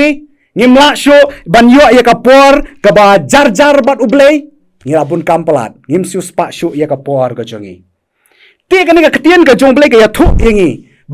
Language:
Khasi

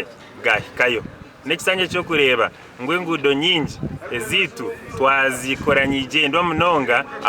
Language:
Nyankole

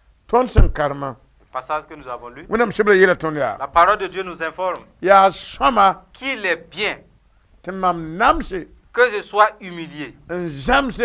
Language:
Mossi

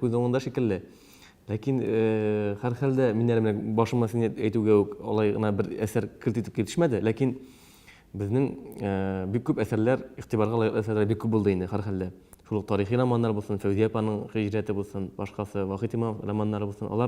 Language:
Tatar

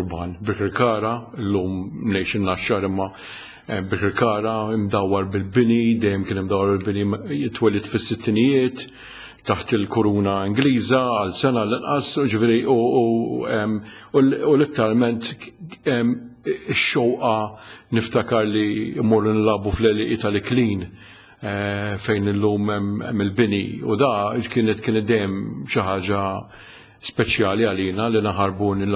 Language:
Maltese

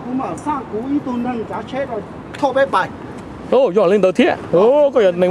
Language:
Hmong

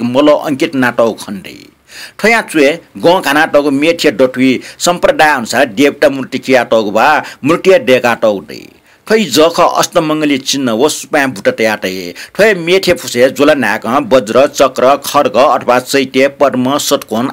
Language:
Newari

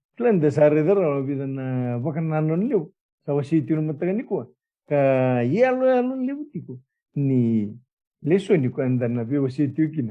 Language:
Fijian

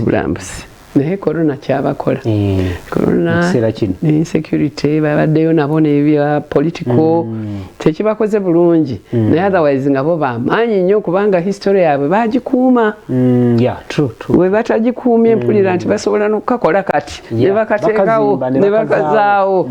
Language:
Ganda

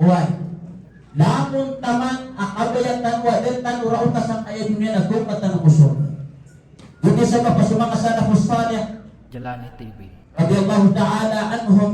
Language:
Maranao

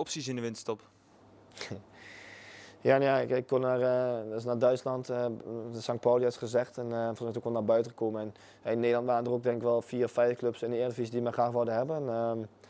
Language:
Dutch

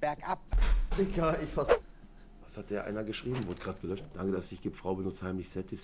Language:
Swiss German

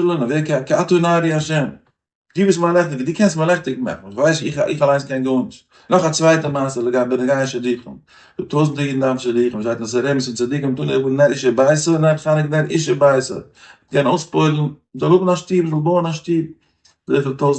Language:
Yiddish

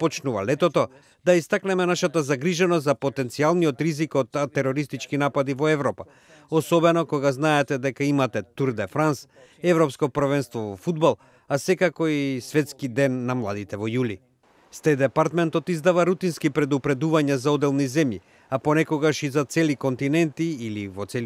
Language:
Macedonian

